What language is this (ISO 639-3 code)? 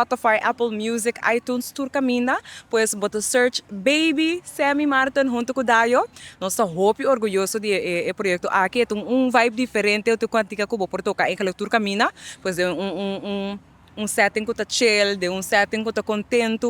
pap